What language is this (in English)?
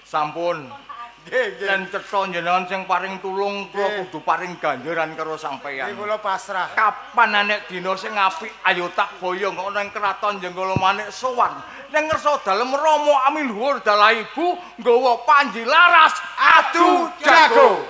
Javanese